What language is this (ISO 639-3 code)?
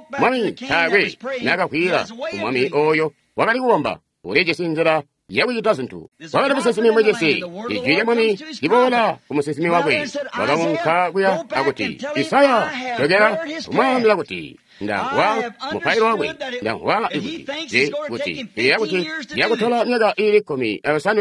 toi